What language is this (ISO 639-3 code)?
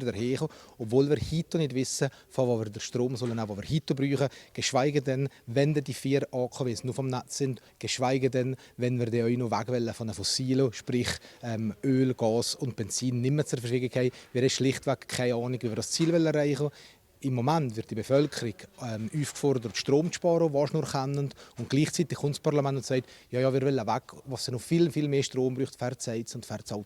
gsw